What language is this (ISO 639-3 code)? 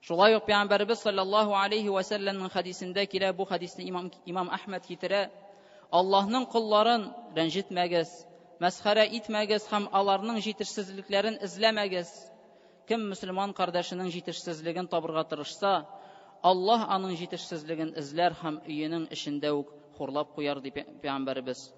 tat